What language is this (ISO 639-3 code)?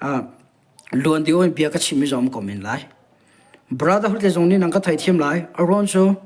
cnh